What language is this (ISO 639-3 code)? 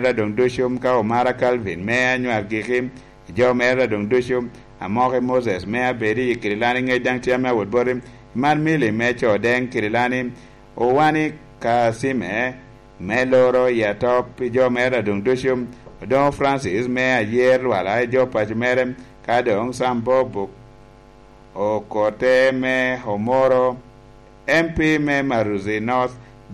laj